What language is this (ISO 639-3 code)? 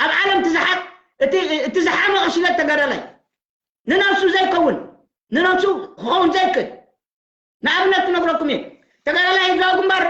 tir